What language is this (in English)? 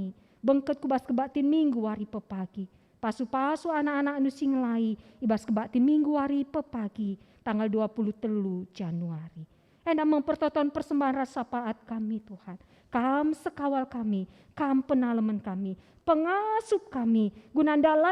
Batak Karo